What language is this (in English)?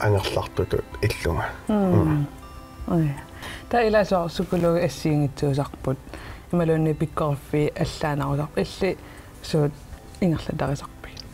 Kalaallisut